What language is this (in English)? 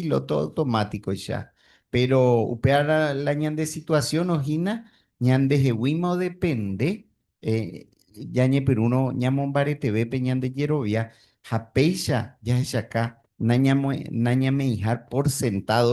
Guarani